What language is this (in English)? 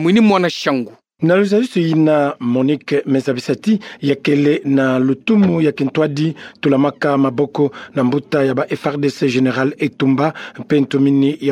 Kituba (Democratic Republic of Congo)